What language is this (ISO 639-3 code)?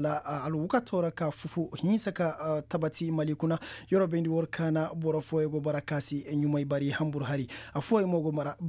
ses